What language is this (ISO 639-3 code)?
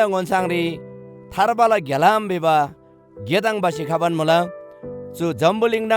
taj